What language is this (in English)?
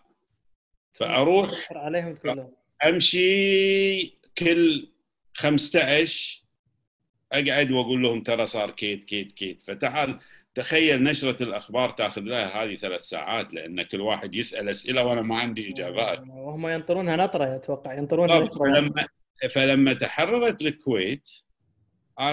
Gulf Arabic